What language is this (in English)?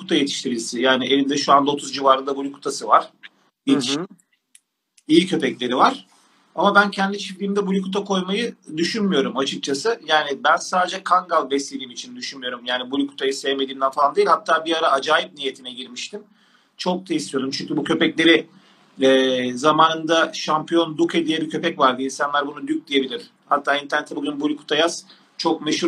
Turkish